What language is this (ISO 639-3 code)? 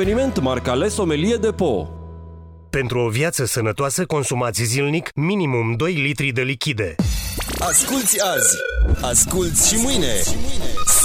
ron